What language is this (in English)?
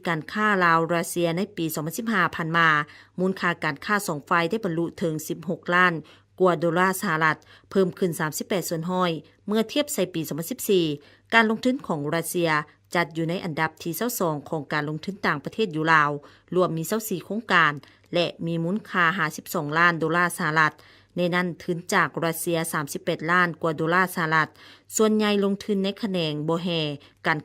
Lao